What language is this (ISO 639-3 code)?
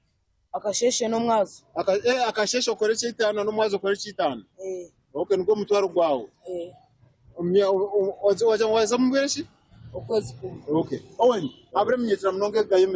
nyn